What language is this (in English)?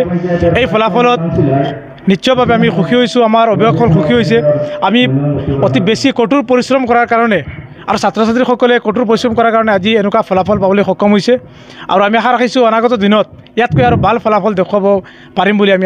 Assamese